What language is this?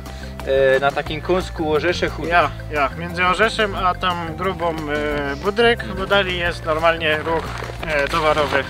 Silesian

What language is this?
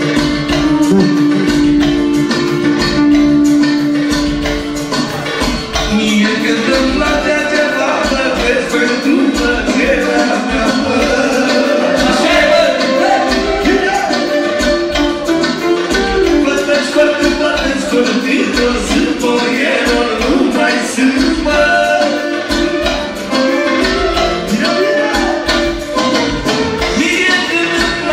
Romanian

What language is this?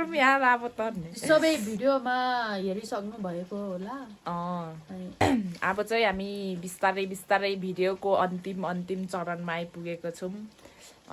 Nepali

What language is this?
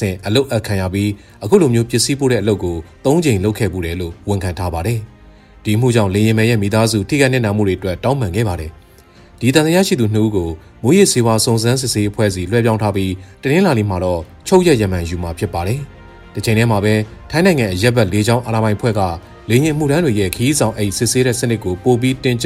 Burmese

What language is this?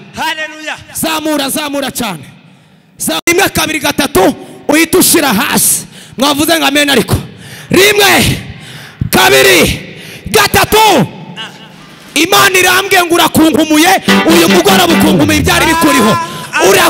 Kinyarwanda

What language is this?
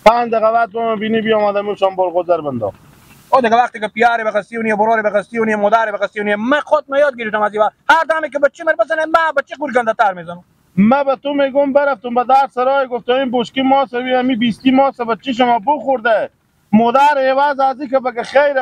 Persian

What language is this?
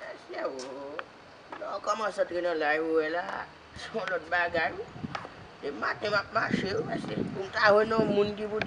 Haitian Creole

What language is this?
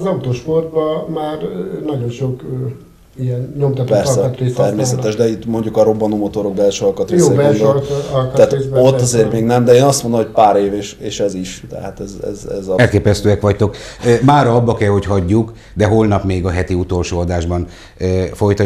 Hungarian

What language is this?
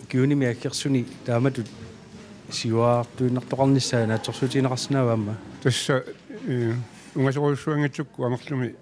Kalaallisut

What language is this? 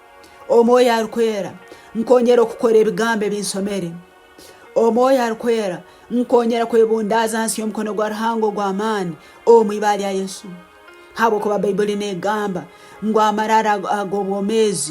Tooro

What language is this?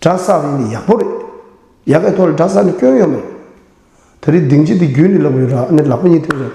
Tibetan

